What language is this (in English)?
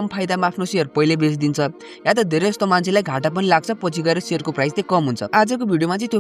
Nepali